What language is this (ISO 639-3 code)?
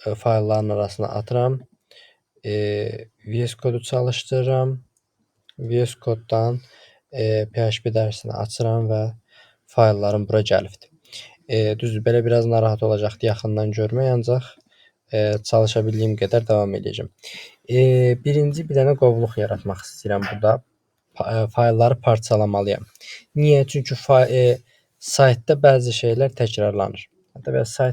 aze